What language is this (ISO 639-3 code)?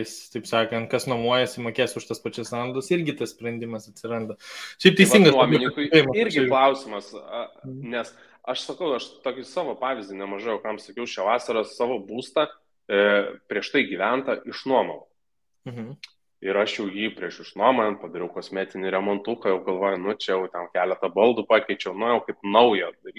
lit